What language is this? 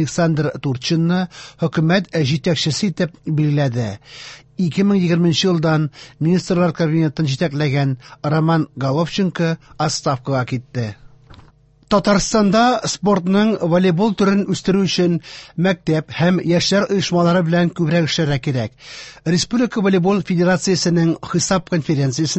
Tatar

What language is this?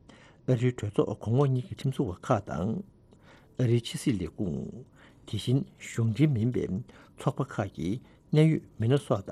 Tibetan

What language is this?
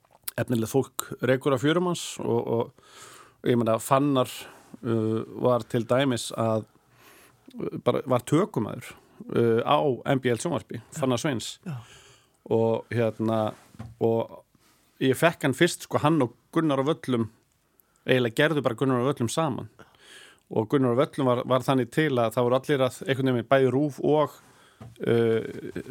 Icelandic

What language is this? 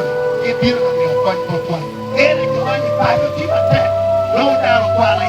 Acoli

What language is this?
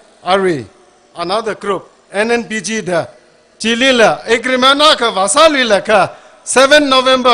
Tangkhul Naga (India)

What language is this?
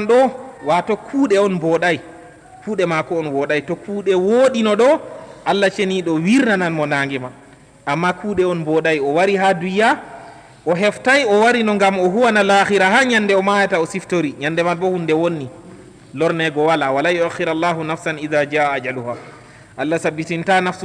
Fula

